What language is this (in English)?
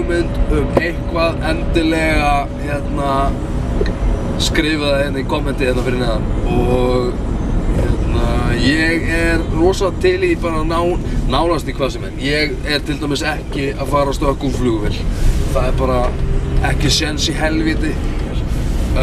Icelandic